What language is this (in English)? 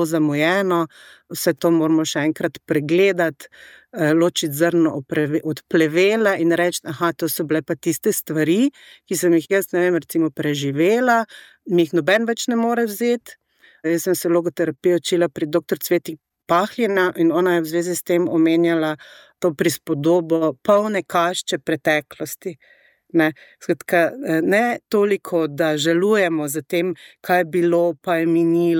Slovenian